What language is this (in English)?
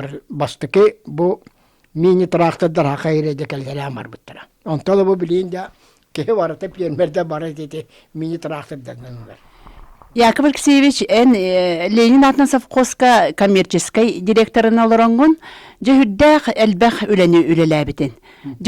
Yakut